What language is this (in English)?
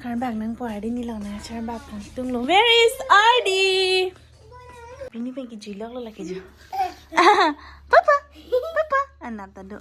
Karbi